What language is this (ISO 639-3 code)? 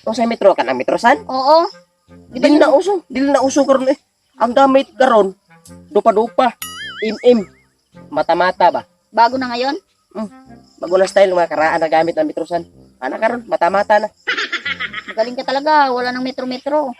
ceb